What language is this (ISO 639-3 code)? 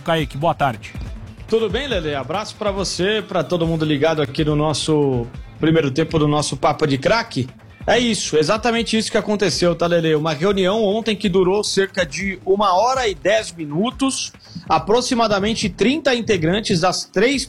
por